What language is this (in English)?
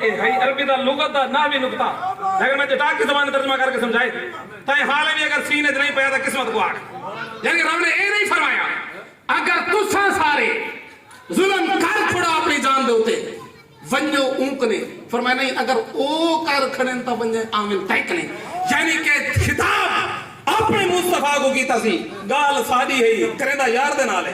Saraiki